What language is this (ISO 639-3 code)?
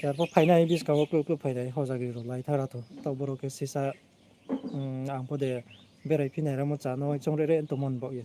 ria